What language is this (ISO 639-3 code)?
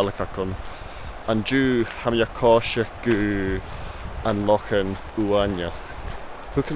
gla